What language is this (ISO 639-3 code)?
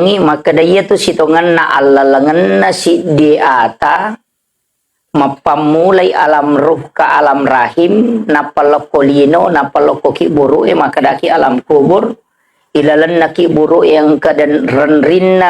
bug